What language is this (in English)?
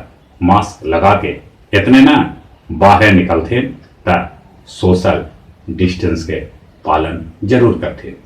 Magahi